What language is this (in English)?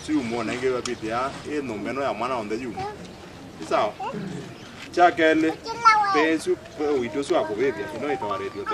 Kamba